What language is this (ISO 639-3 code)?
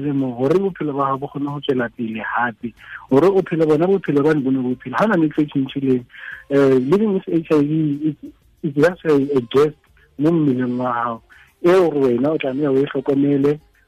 tsn